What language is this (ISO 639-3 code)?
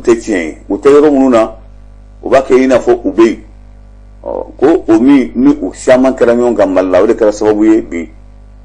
bam